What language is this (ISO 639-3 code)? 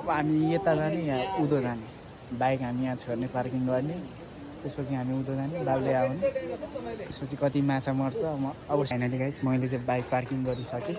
nep